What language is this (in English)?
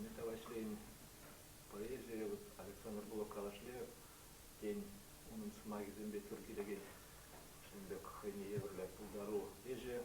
Chuvash